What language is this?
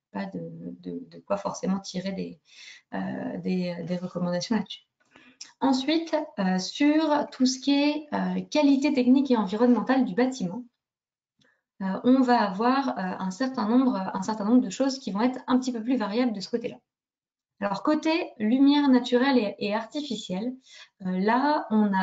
French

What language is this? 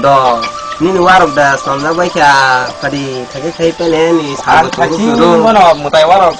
Kok Borok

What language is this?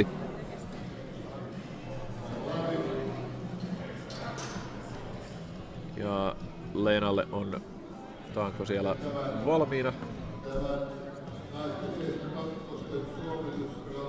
Finnish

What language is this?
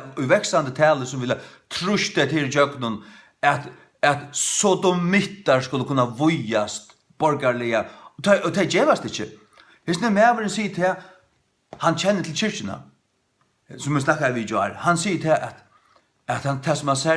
Faroese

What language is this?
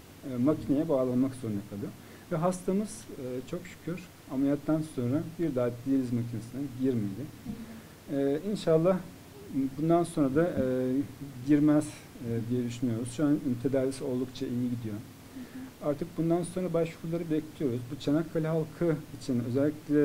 Turkish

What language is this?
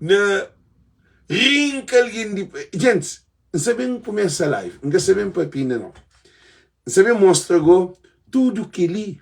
Kabuverdianu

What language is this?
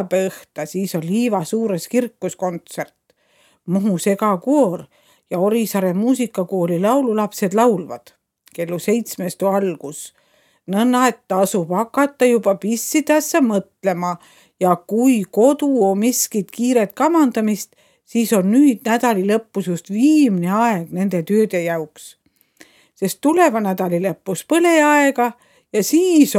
Estonian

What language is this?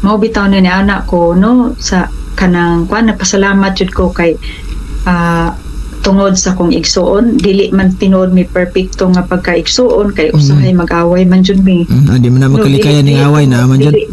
Cebuano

